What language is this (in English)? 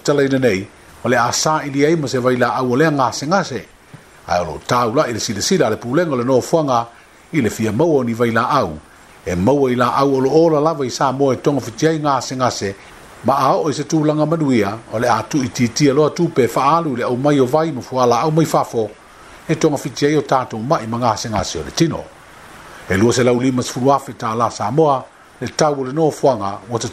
Samoan